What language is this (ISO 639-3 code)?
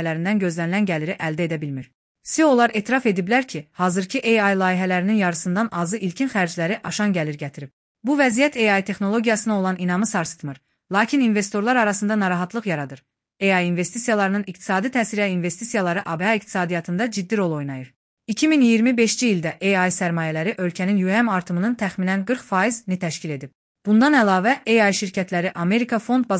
aze